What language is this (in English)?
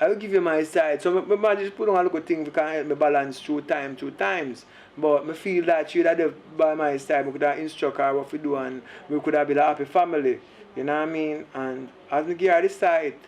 Jamaican Creole English